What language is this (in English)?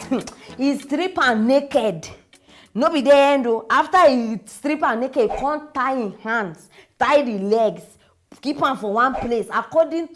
Nigerian Pidgin